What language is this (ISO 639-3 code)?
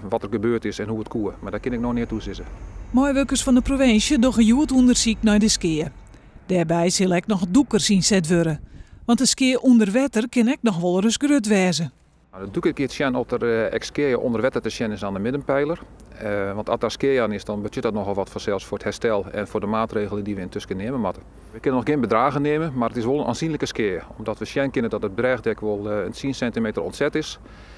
fry